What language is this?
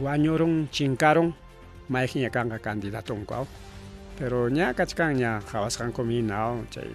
Ayacucho Quechua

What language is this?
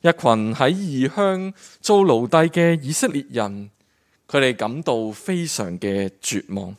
Cantonese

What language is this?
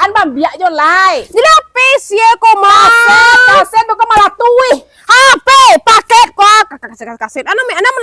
Minangkabau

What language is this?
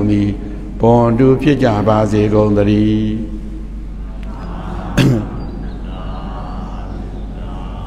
Burmese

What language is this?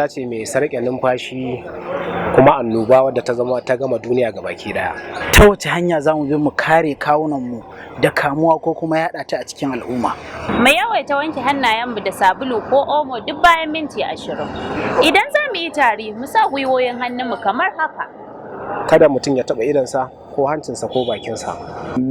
Hausa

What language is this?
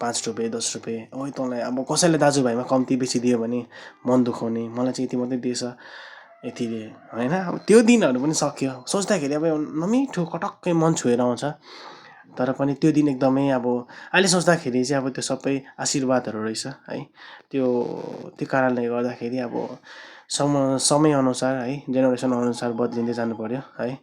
Nepali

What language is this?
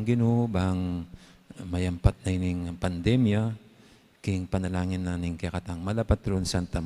Pampanga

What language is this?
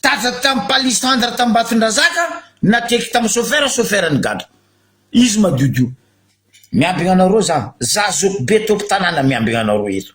Malagasy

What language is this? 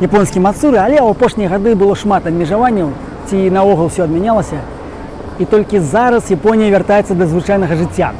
Belarusian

